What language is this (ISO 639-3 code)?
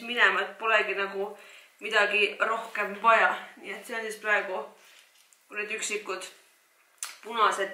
est